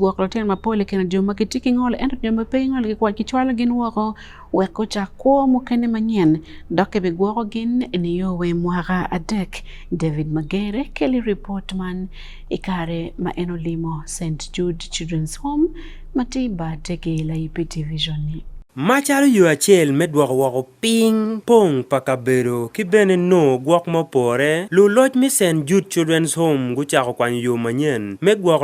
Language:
Acoli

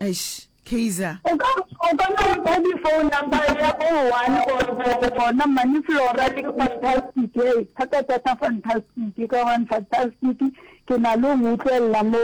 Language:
Northern Sotho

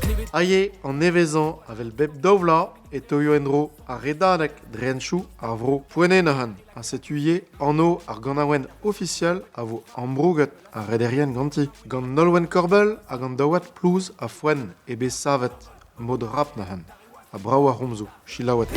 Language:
Breton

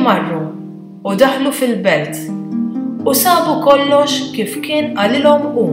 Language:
Maltese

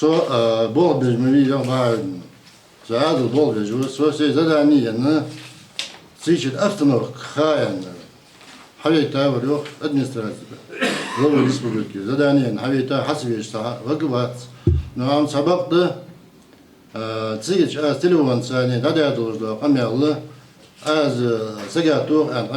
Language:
Ingush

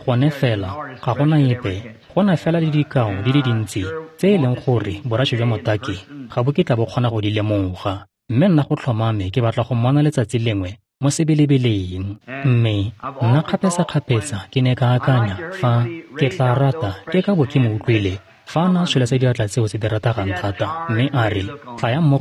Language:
Tswana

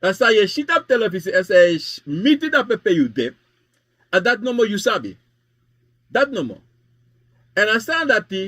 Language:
Sranan Tongo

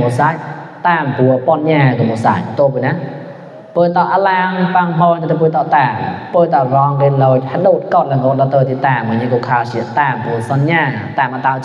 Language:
Mon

